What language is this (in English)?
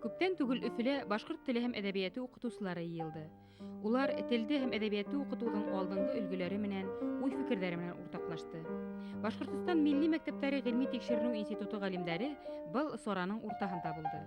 Bashkir